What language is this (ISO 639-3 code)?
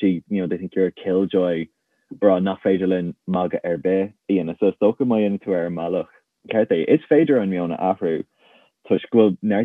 gle